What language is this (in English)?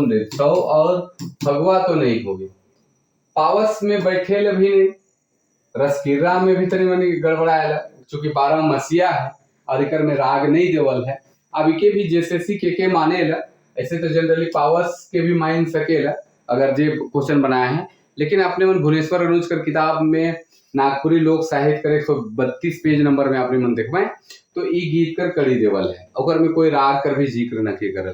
Sadri